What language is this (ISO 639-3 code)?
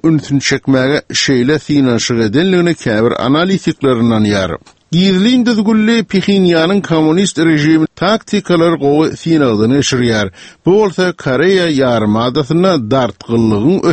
tuk